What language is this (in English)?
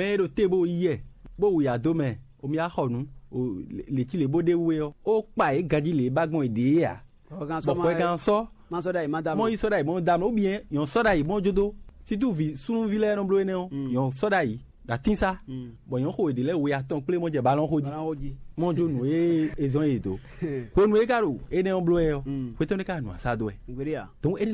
Fon